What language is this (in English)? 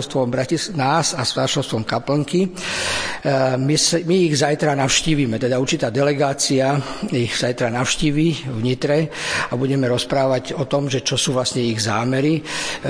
Slovak